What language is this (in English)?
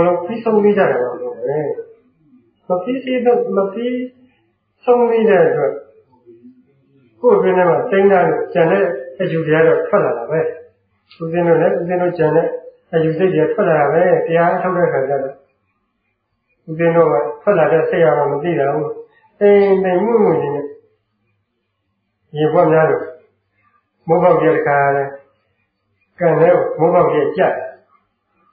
Burmese